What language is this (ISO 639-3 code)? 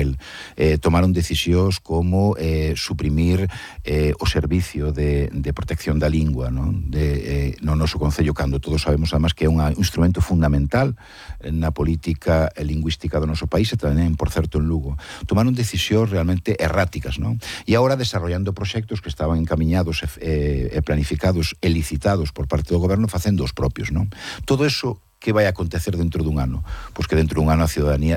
glg